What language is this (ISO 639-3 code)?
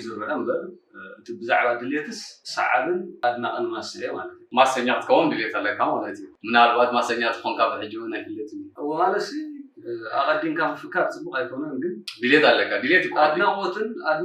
tir